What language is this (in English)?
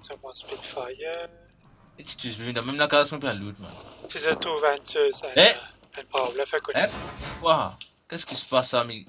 Morisyen